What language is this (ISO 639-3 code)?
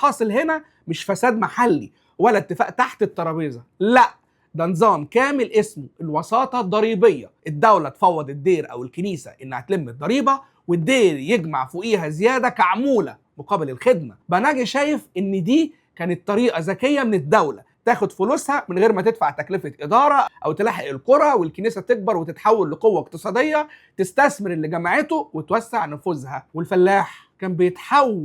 arz